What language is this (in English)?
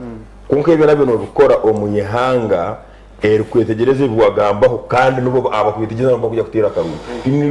Nyankole